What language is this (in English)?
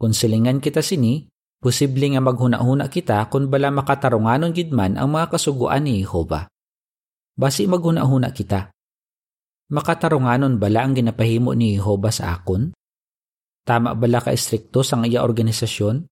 Hiligaynon